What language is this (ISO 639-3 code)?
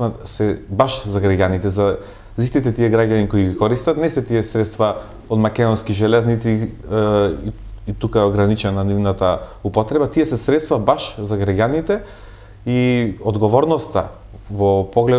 mkd